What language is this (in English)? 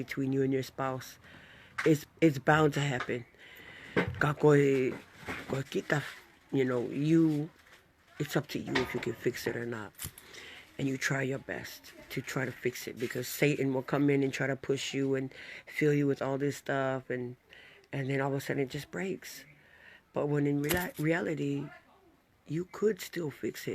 Tongan